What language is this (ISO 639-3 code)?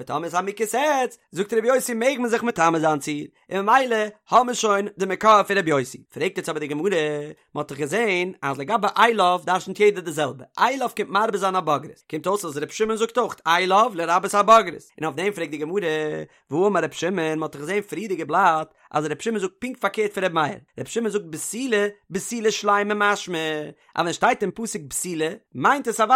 yid